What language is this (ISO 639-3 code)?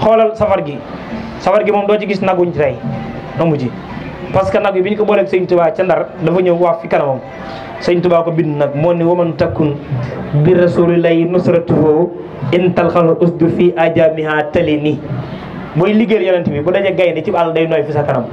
wol